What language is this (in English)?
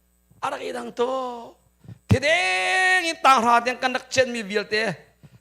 Hakha Chin